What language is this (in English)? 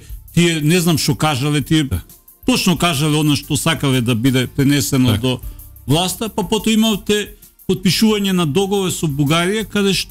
Macedonian